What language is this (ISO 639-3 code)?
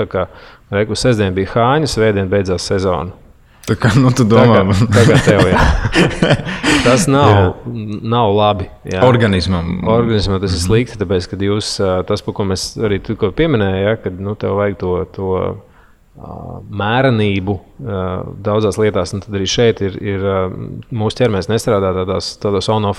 lav